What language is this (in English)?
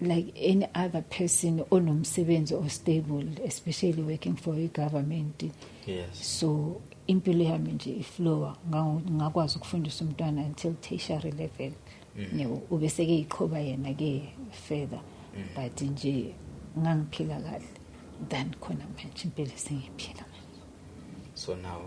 Zulu